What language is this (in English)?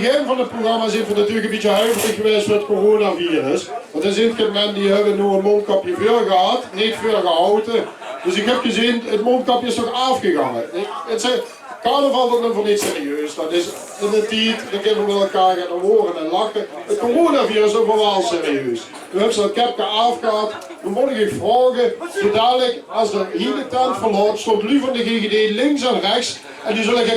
Limburgish